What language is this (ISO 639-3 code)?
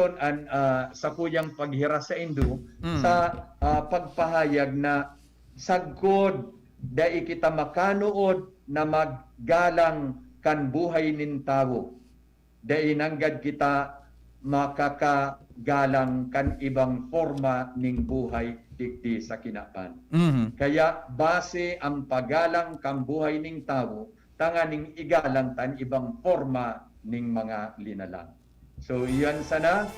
bik